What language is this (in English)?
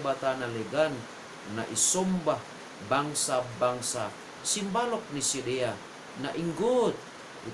Batak Simalungun